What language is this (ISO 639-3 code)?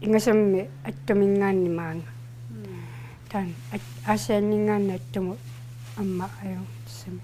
kal